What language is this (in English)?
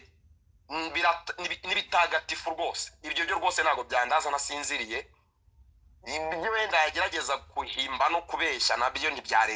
Kinyarwanda